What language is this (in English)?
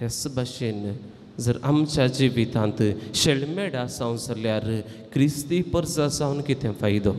Konkani